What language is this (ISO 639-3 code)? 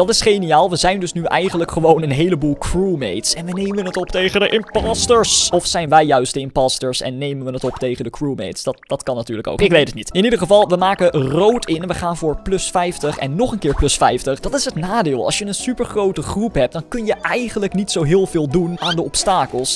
nld